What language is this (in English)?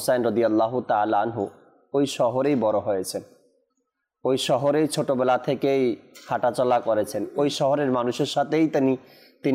Bangla